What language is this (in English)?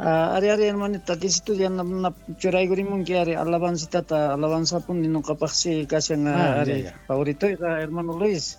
South Bolivian Quechua